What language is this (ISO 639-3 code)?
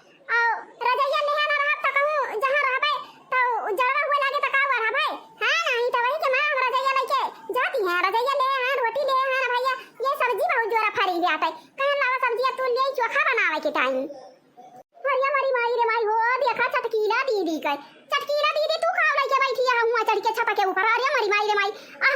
awa